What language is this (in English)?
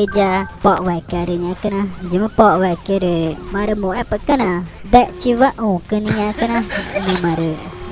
Ticuna